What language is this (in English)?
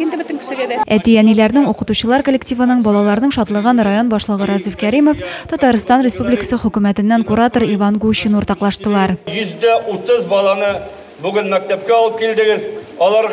Tatar